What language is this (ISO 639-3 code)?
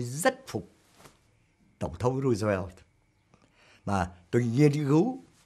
vie